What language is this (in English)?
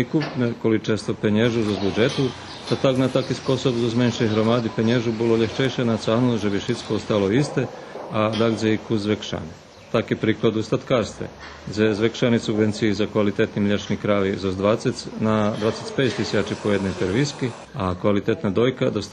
Rusyn